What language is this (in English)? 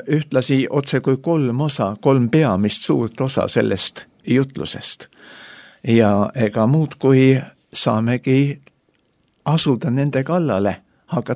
Estonian